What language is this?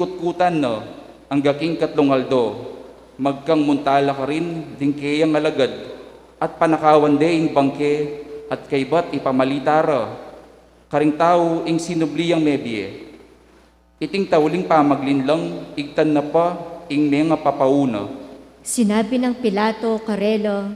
Pampanga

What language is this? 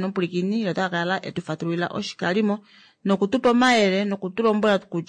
Kuanyama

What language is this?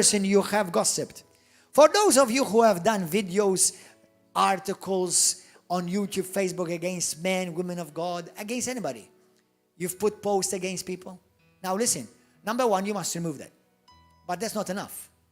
English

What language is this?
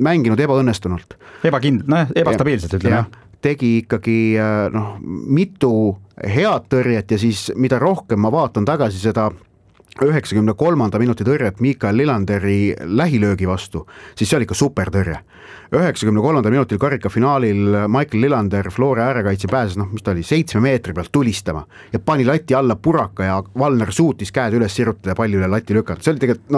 Estonian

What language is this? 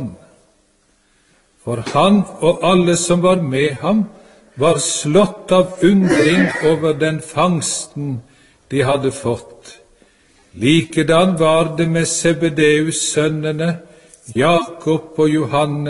Norwegian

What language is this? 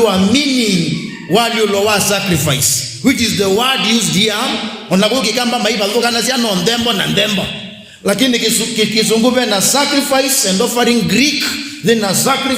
Kamba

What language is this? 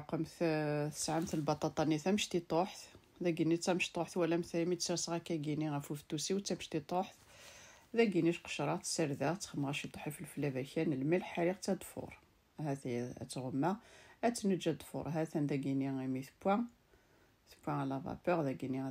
Kabyle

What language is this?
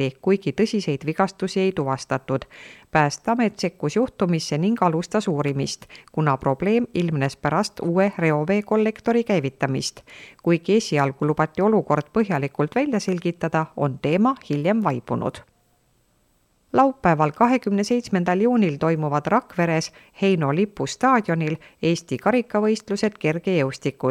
Estonian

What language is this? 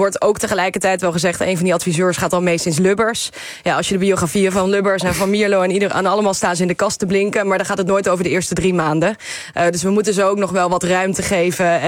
Dutch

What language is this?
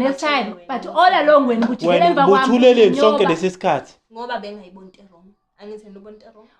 Zulu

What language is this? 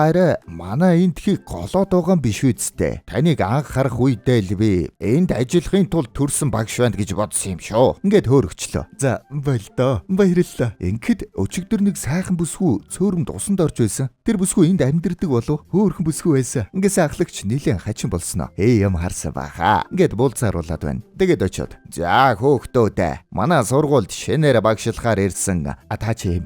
Mongolian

